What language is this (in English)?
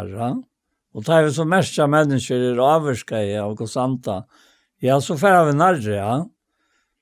Faroese